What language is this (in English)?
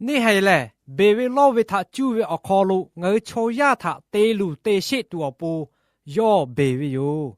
Lahu